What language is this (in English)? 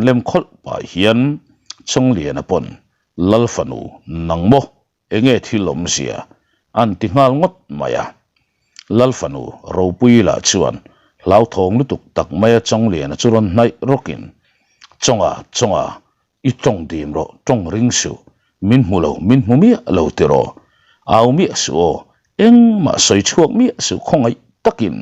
Mizo